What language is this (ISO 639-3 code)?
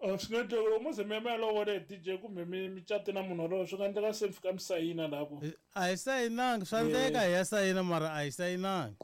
tso